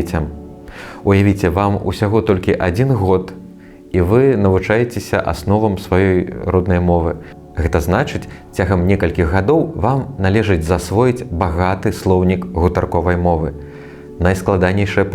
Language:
Belarusian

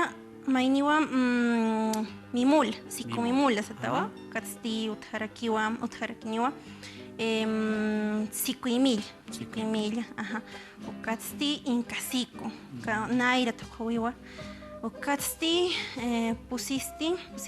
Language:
Aymara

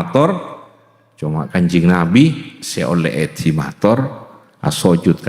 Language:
Madurese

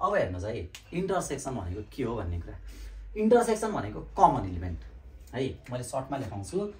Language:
Nepali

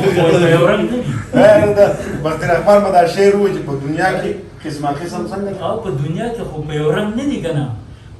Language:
Pashto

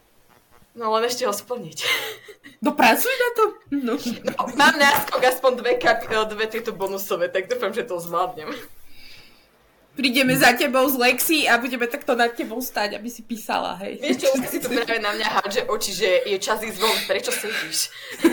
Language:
Slovak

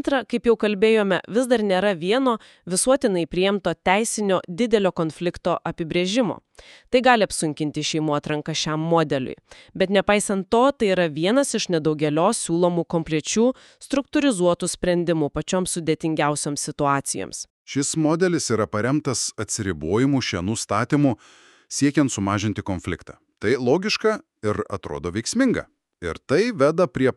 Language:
Lithuanian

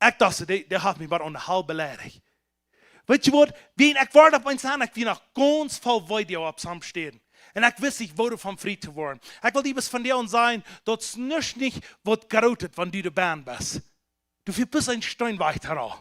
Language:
Plautdietsch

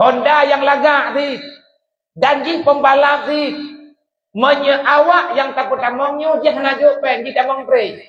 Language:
Achinese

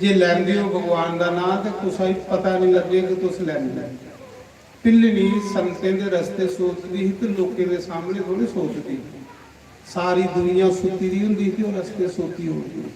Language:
Dogri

